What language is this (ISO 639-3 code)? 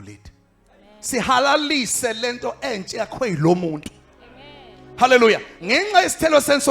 zul